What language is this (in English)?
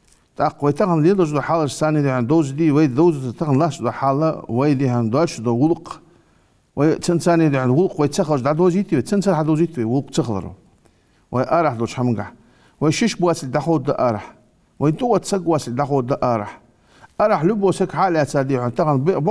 Ingush